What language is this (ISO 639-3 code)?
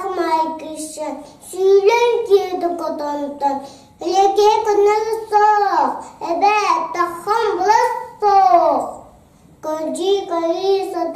sah